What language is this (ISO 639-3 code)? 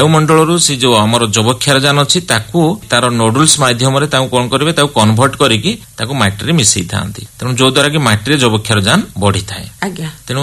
ori